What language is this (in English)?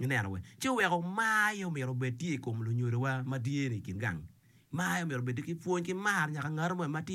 Acoli